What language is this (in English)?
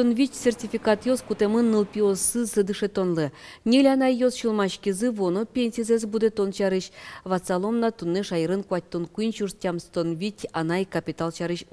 Udmurt